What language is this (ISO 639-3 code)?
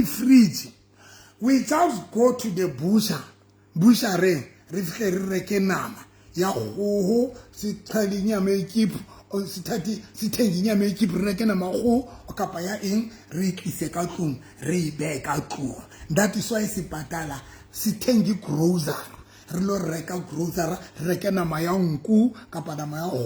sot